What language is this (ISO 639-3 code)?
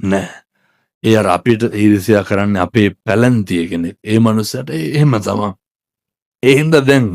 sin